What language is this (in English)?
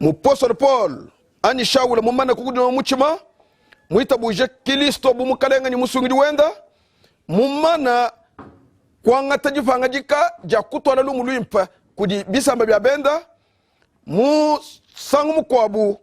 Luba-Lulua